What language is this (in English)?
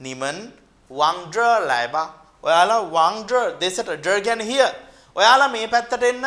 Sinhala